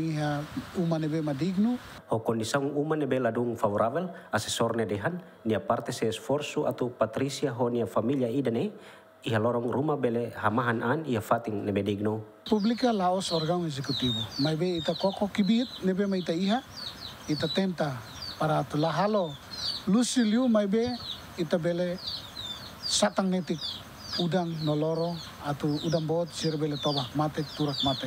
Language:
Tetum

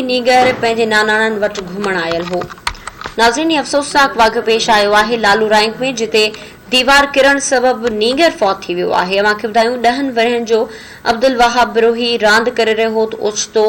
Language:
Sindhi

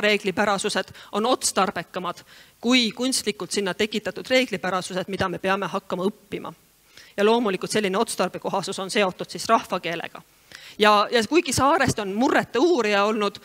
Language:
Estonian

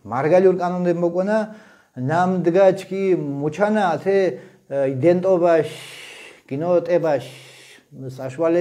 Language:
Mingrelian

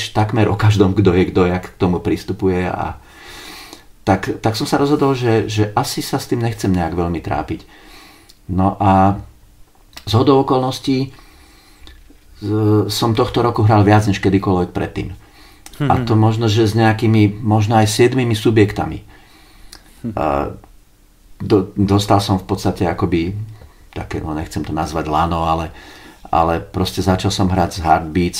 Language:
Slovak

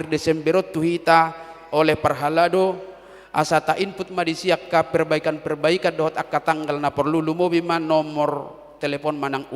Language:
Batak Toba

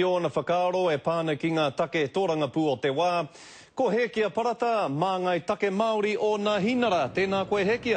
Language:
Māori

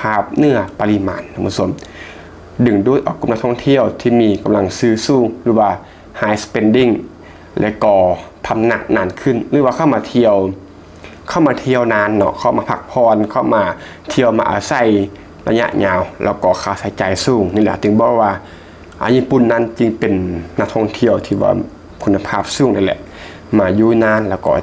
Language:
Lao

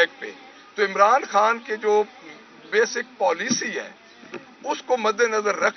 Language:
Urdu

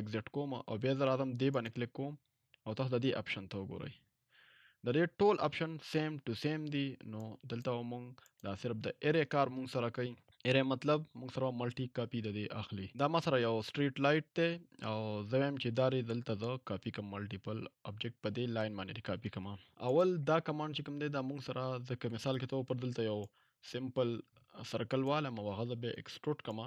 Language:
Pashto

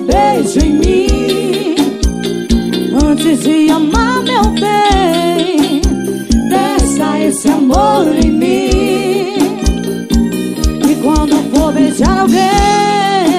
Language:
Portuguese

